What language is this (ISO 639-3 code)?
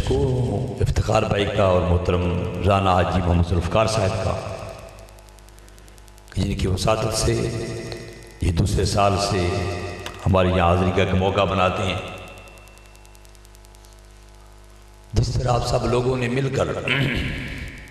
urd